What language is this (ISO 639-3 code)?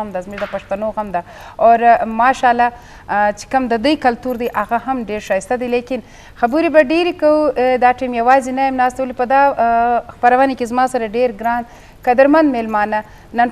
bgp